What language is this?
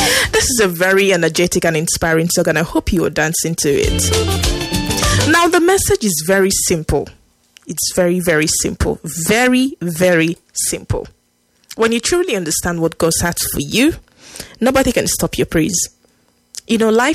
English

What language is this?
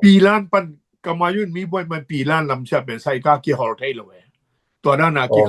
Tedim Chin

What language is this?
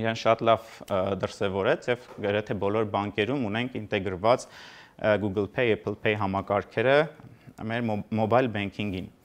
Armenian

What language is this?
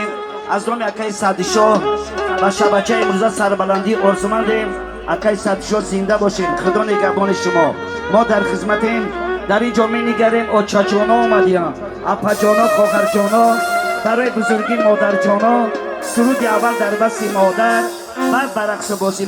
Tajik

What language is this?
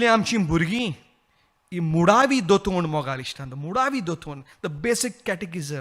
Konkani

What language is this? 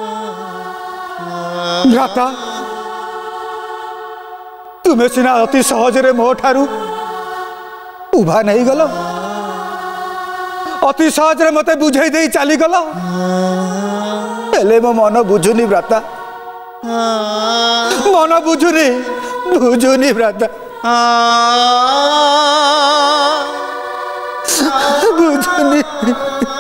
Odia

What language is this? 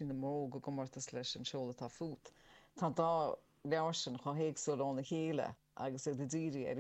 Irish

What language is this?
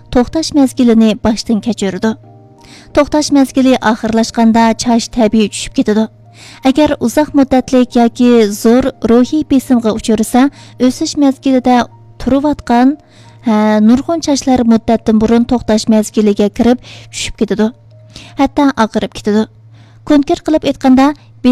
Uyghur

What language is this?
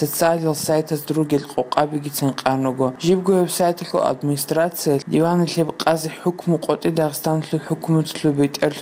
Avaric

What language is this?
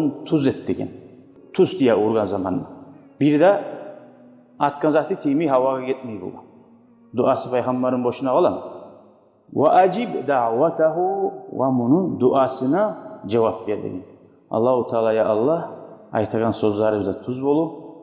Kumyk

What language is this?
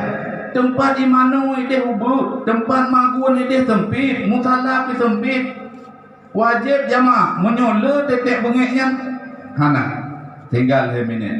Achinese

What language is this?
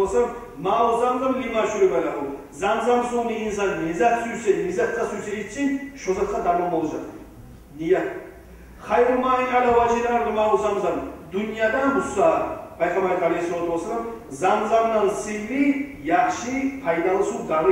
Kumyk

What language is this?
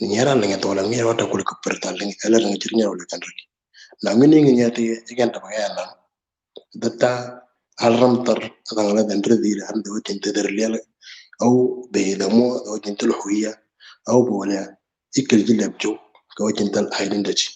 Moro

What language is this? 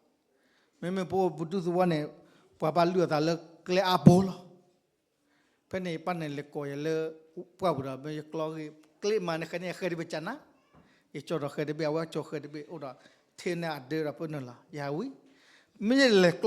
S'gaw Karen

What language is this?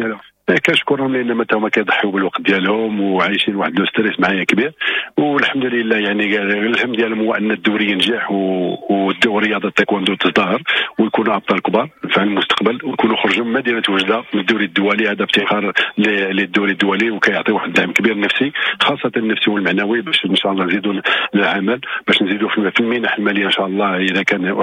Moroccan Arabic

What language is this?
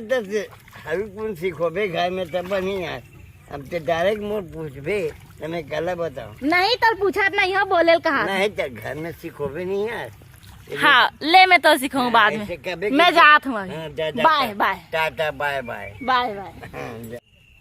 Chhattisgarhi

